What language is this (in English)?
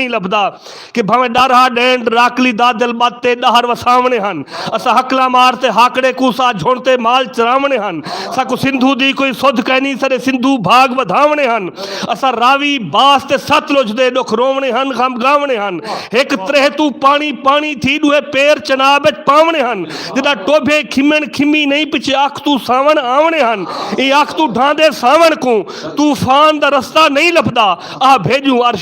Saraiki